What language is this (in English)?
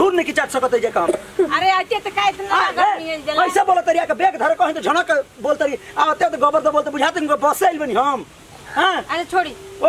Bhojpuri